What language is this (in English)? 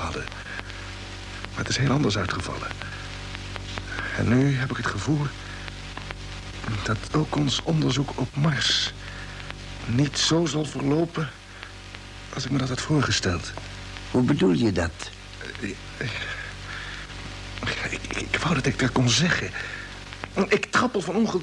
Dutch